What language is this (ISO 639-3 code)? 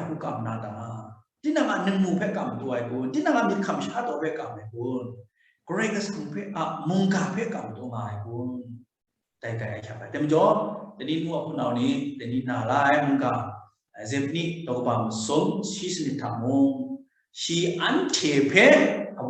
kac